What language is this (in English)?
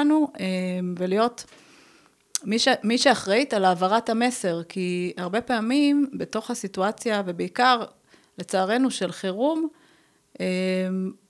Hebrew